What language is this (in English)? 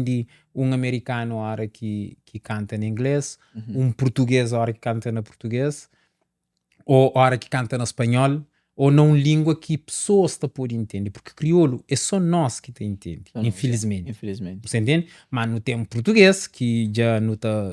Kabuverdianu